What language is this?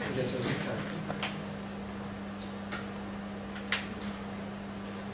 Italian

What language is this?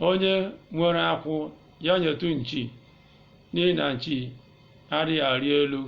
Igbo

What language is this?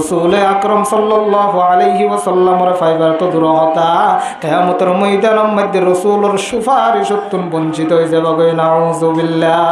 Rohingya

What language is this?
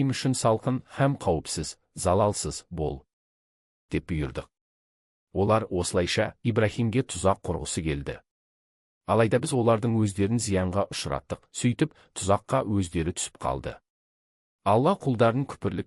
Kazakh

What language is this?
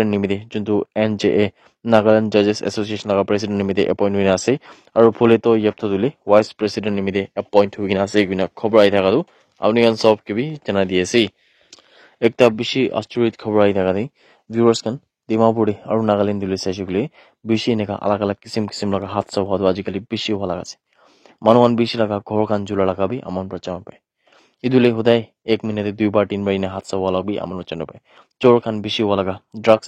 Naga Pidgin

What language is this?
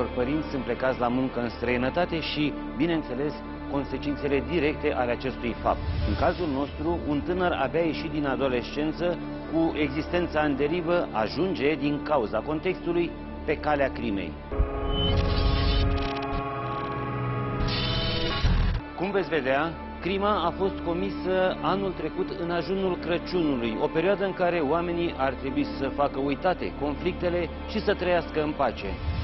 Romanian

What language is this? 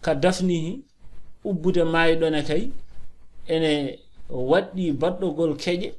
Fula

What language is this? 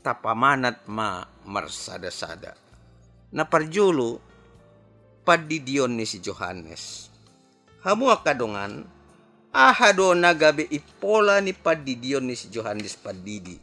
Batak Toba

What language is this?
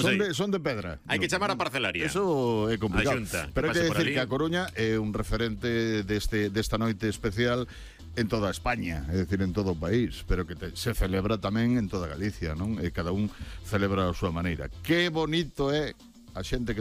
Galician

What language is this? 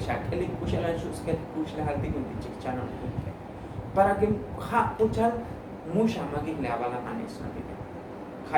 Tzotzil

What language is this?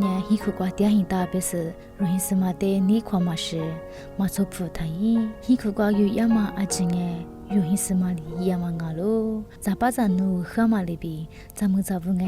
Lisu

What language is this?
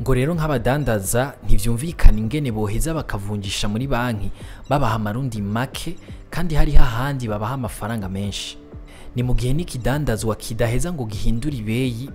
Rundi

